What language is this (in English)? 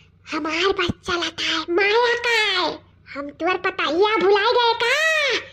Awadhi